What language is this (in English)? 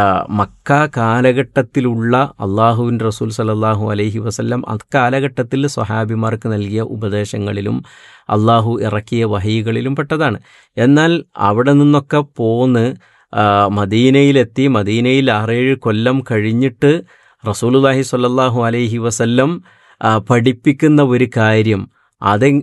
Malayalam